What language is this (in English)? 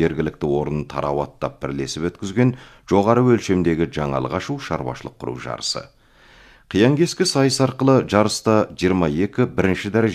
Kazakh